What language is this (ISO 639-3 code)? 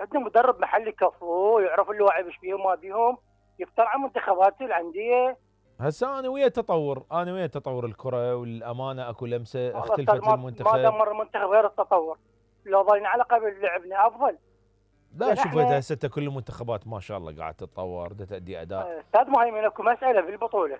acm